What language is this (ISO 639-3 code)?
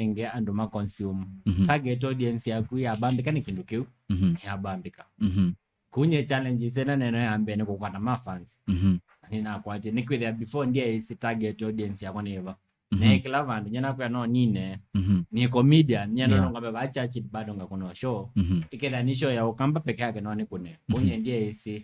kam